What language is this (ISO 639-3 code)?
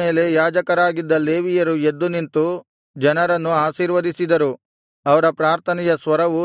kan